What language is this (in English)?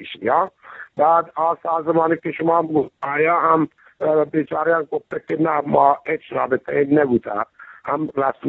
Eastern Balochi